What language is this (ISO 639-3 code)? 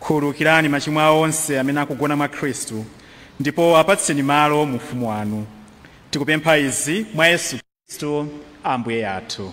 nya